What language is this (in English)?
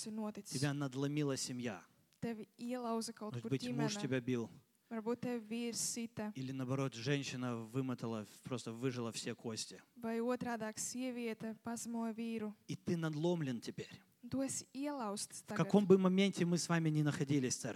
Russian